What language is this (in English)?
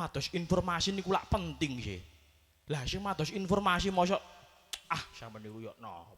Javanese